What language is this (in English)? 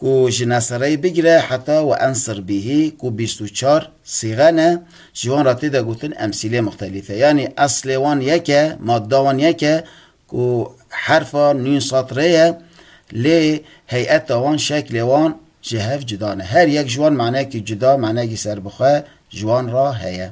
Kurdish